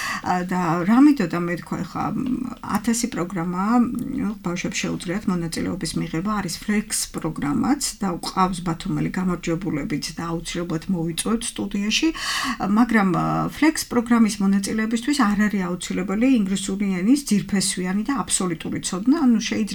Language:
Georgian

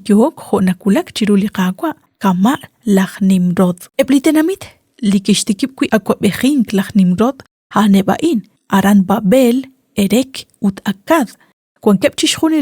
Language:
Kekchí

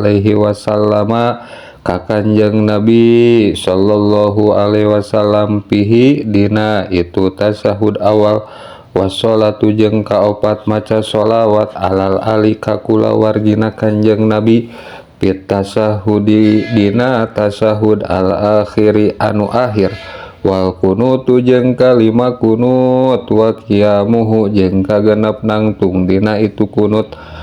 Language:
Sundanese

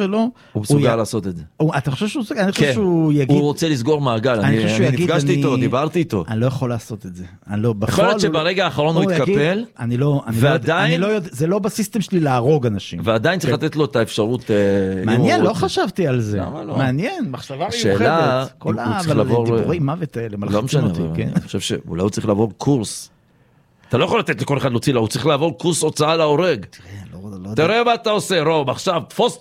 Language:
Hebrew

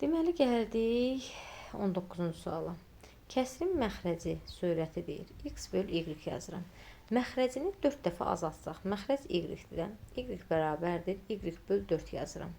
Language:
Azerbaijani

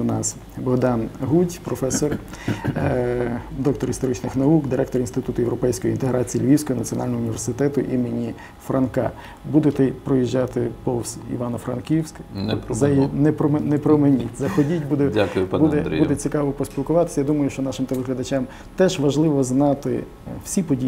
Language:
Ukrainian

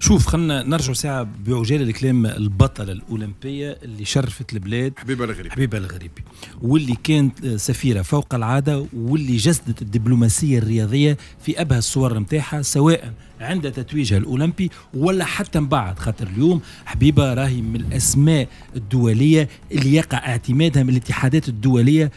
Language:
Tunisian Arabic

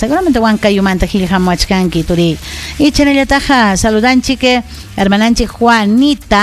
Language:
Ayacucho Quechua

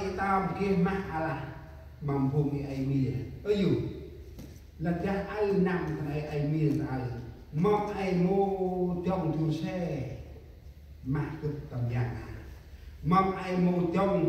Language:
Central Mnong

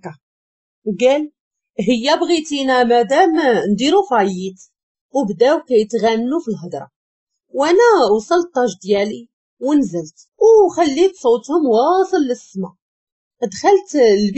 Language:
Moroccan Arabic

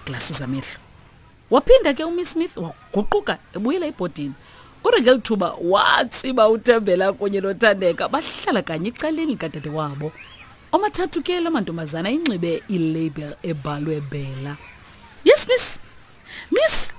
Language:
Xhosa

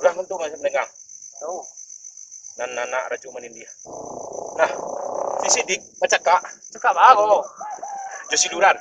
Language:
Minangkabau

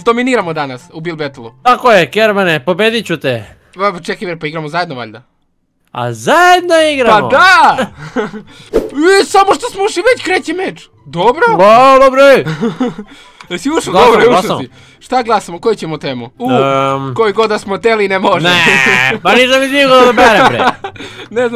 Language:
Serbian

